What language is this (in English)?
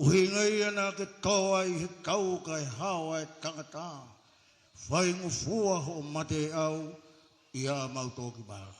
Tongan